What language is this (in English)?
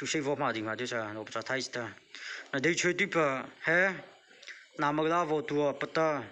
Mara Chin